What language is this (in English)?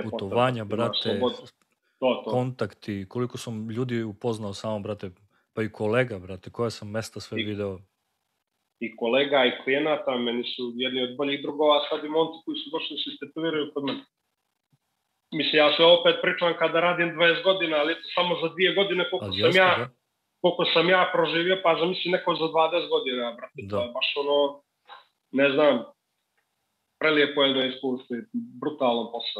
Serbian